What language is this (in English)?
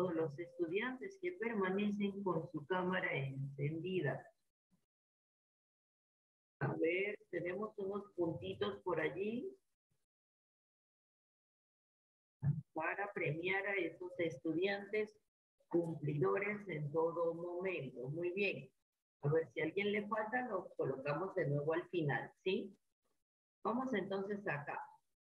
Spanish